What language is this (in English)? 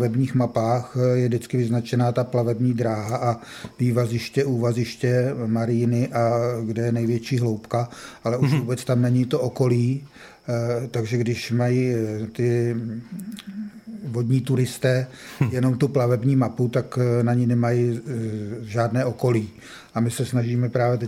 Czech